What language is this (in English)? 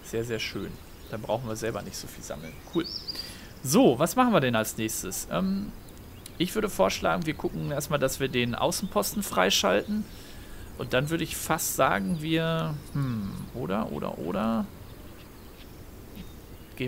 German